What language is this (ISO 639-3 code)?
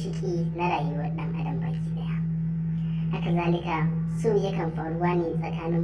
hau